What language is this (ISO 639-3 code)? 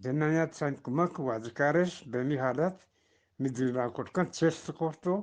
bgp